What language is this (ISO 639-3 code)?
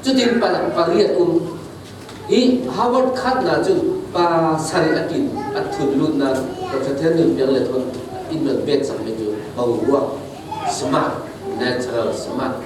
cfm